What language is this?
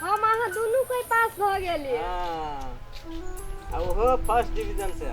Maithili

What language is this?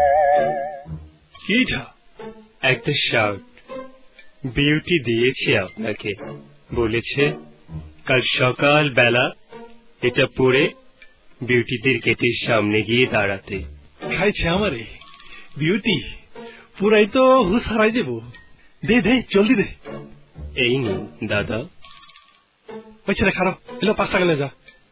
Bangla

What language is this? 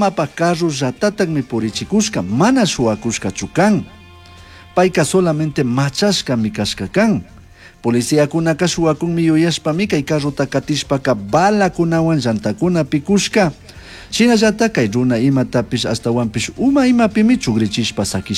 Chimborazo Highland Quichua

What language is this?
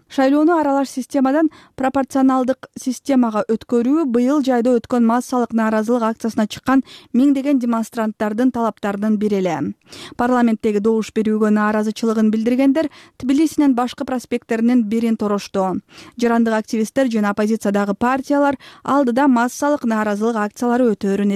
Kyrgyz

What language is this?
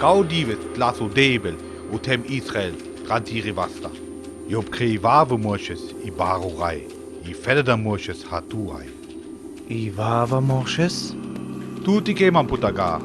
Sinte Romani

